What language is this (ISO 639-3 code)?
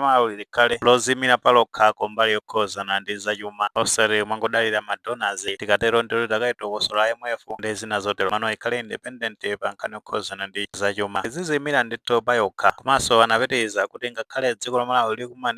nya